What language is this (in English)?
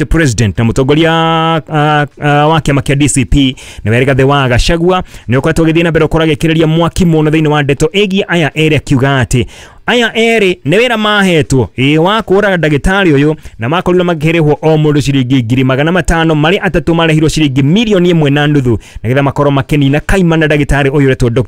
Kikuyu